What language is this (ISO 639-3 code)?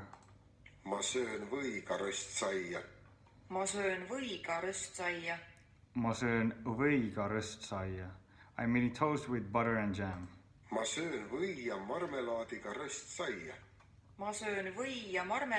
est